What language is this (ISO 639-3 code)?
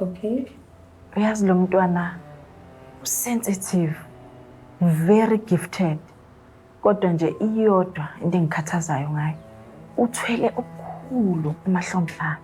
zul